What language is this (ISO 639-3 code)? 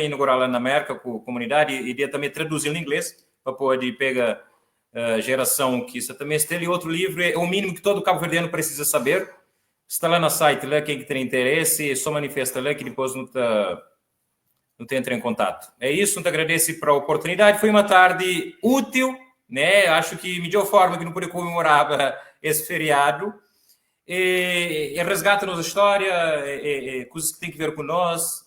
kea